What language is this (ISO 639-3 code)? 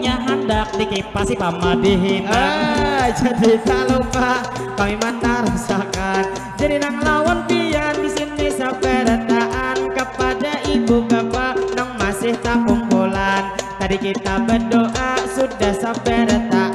bjn